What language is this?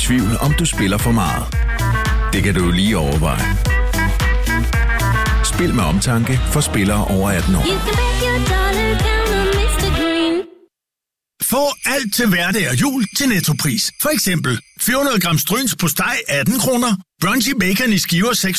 Danish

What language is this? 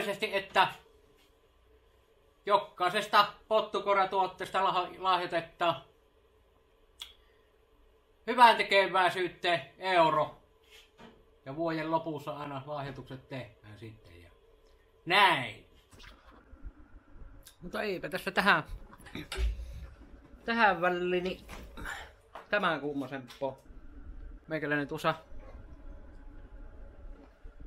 Finnish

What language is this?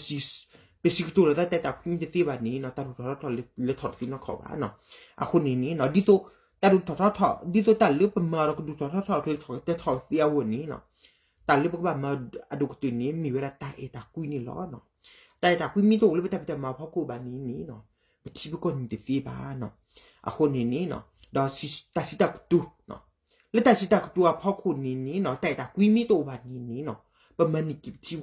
S'gaw Karen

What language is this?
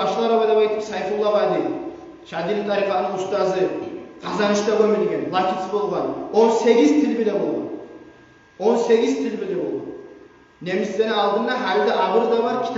Kumyk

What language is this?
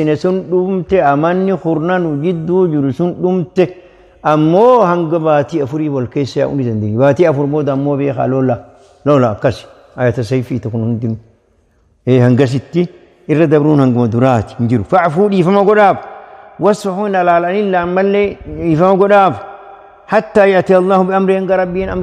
Oromo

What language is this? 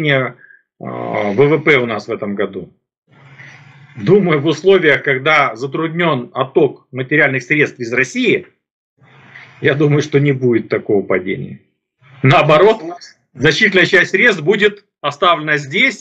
Russian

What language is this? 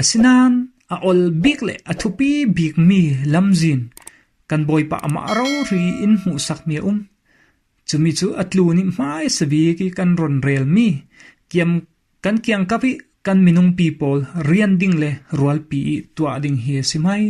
Falam Chin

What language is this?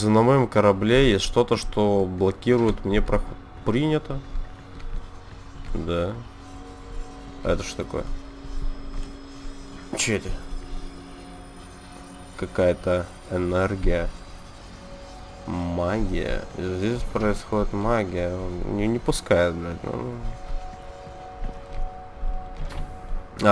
Russian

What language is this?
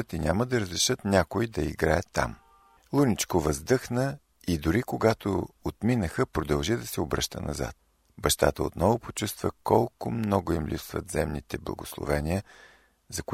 Bulgarian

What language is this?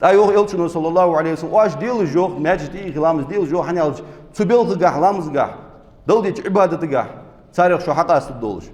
Ingush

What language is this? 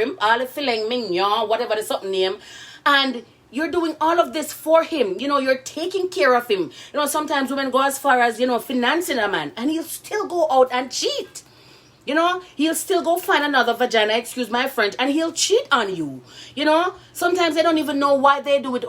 Jamaican Creole English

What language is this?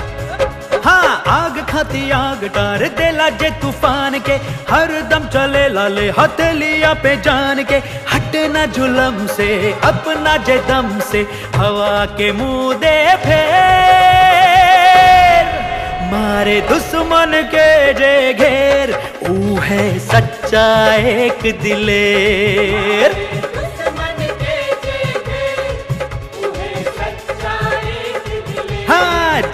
Bhojpuri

